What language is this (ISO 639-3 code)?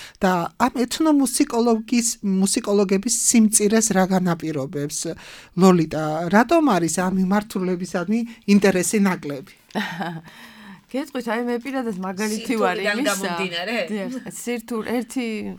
kat